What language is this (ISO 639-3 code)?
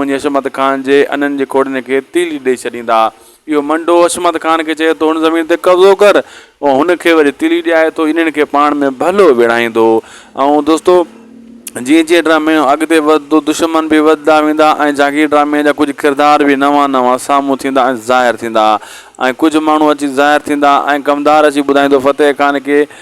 snd